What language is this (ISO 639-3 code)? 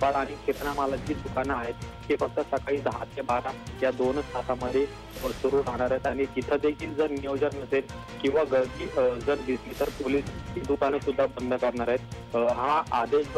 mar